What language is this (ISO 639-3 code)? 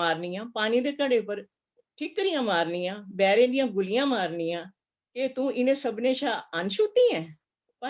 doi